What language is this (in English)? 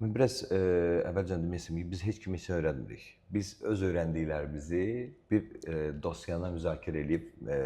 Azerbaijani